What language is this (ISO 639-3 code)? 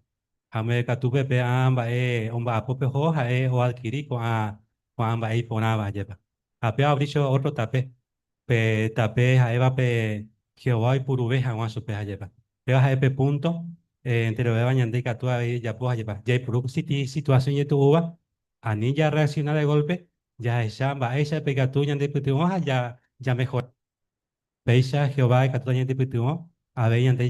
grn